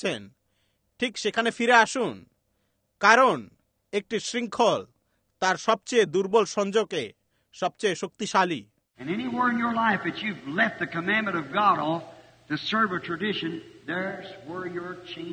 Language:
Bangla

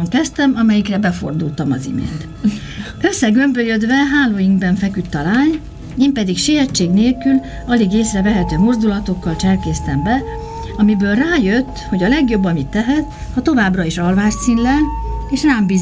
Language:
Hungarian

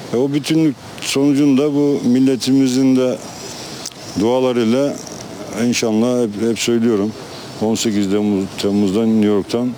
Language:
Turkish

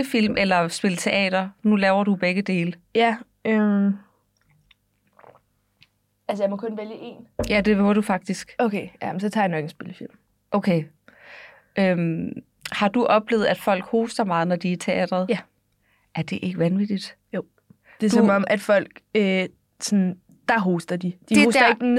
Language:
Danish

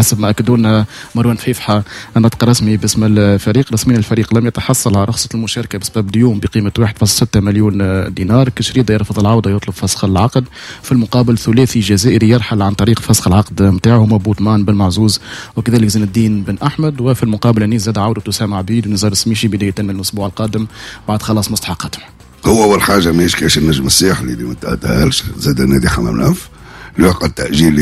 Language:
Tunisian Arabic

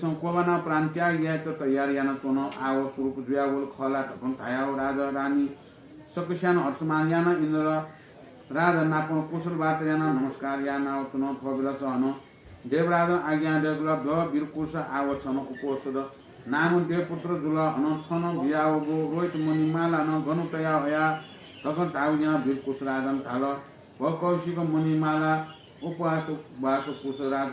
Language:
Newari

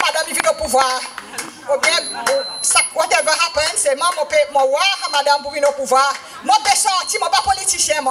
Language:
Seselwa Creole French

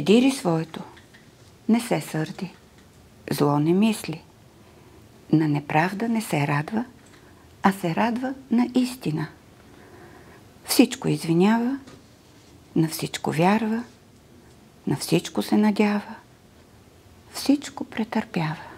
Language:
Bulgarian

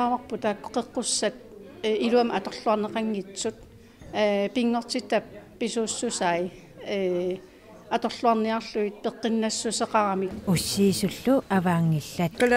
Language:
Kalaallisut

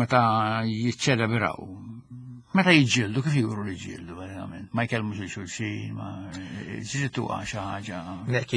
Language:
Maltese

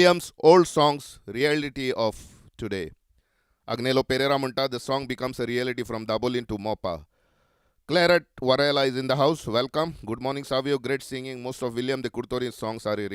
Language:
Konkani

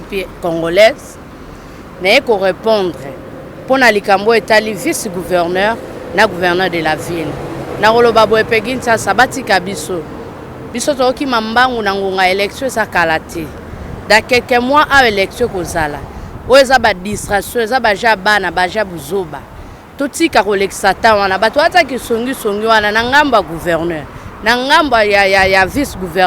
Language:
Lingala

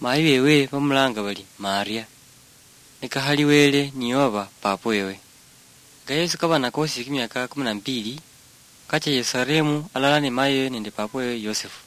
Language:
Luyia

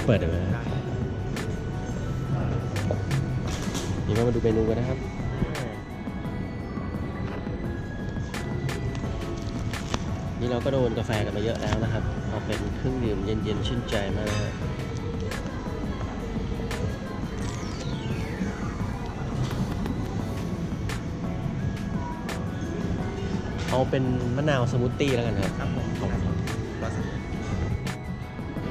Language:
Thai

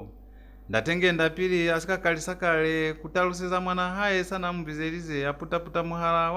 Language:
Lozi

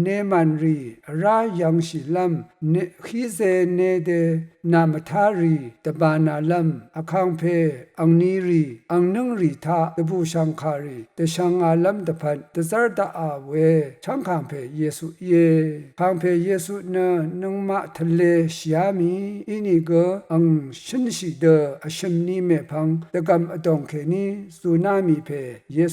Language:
Rawang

